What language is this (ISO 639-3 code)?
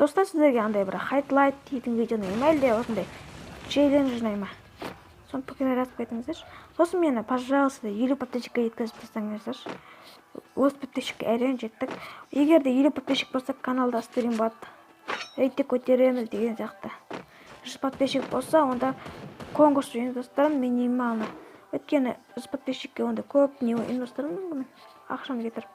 kaz